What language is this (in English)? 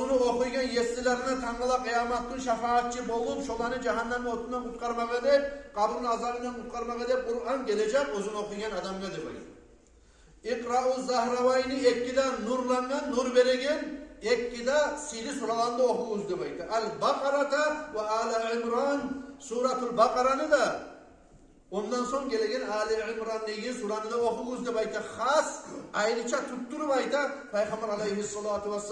Kumyk